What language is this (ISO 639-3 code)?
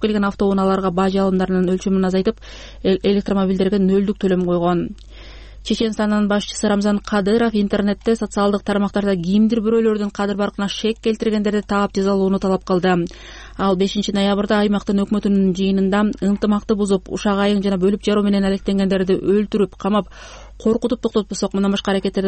kir